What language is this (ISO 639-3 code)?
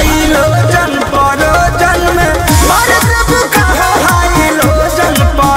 bho